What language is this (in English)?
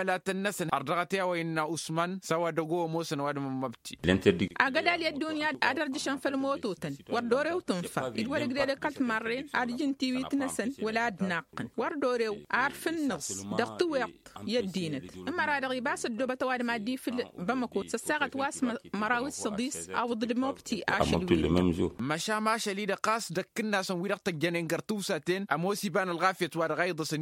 Tamasheq